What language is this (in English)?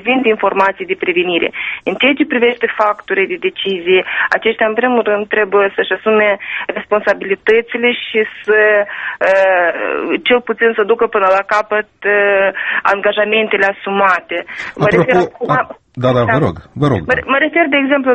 Romanian